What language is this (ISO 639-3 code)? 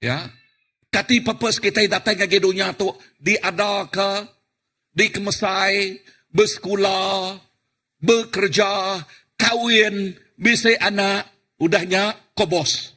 iba